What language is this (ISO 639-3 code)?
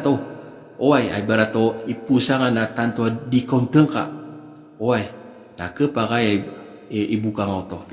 mrw